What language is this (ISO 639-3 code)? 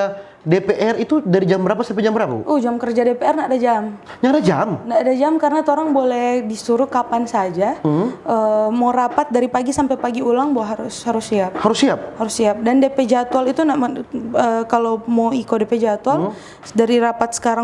xmm